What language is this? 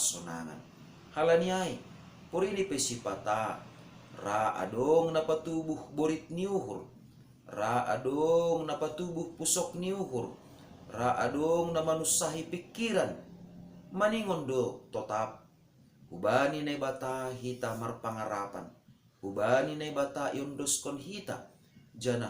Batak Simalungun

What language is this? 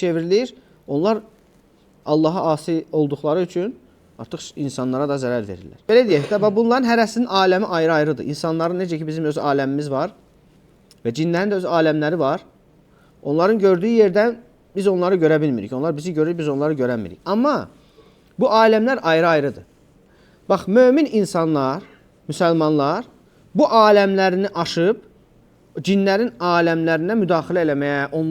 Azerbaijani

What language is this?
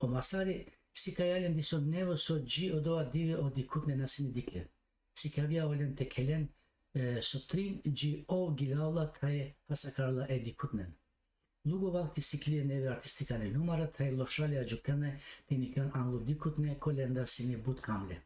Balkan Romani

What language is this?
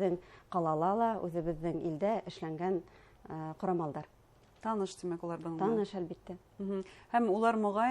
Bashkir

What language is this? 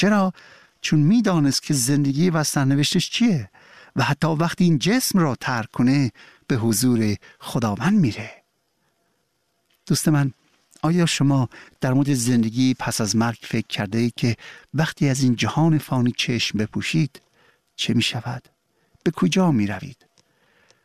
Persian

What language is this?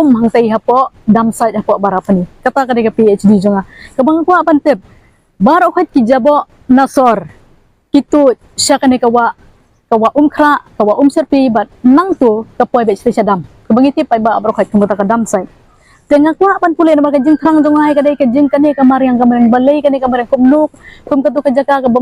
Khasi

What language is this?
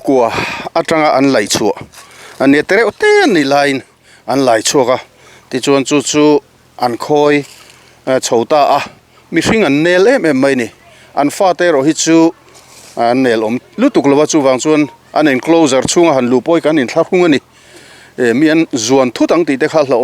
Mizo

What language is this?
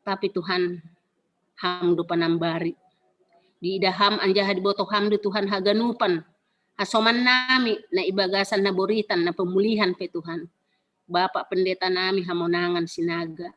Batak Simalungun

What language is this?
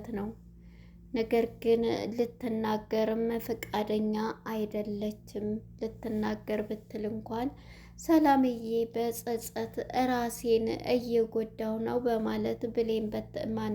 Amharic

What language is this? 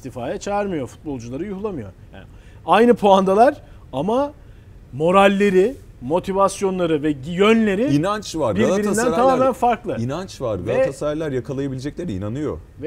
Turkish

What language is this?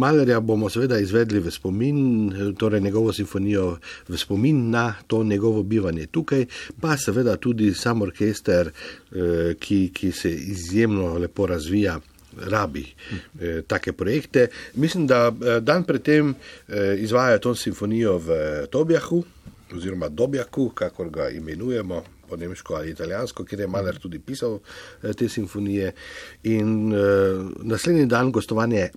Slovenian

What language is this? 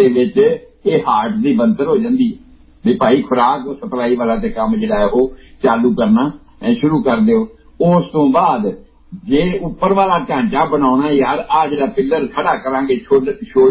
Punjabi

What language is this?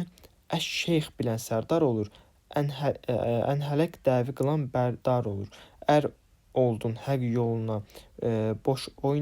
Azerbaijani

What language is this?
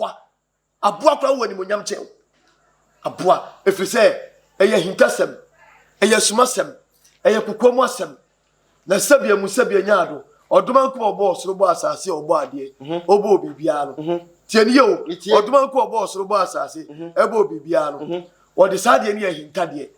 Akan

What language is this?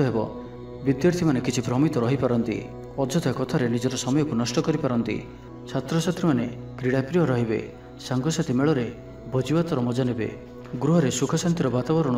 Odia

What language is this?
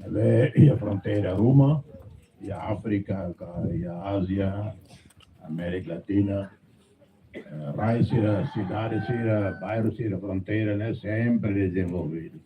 Tetum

